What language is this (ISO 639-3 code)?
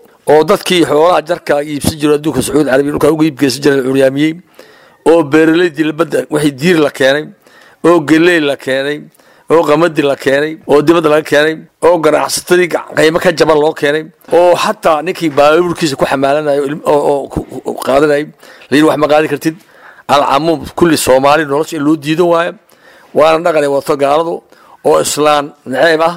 som